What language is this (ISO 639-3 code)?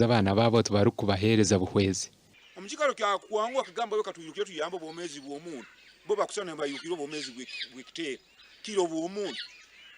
nyn